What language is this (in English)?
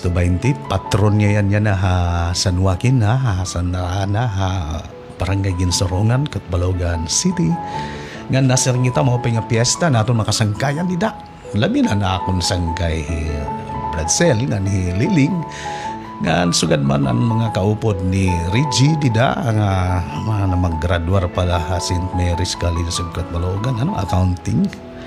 Waray